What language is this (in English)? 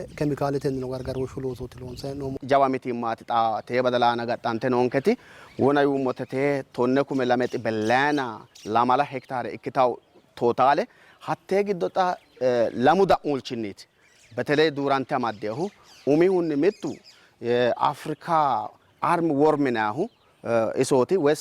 Sidamo